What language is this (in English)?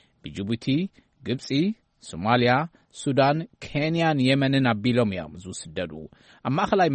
Tigrinya